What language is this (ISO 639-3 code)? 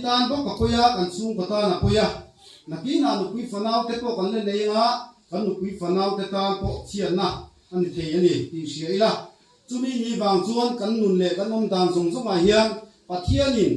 lus